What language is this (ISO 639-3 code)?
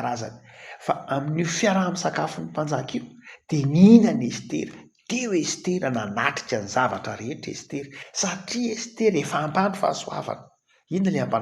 mlg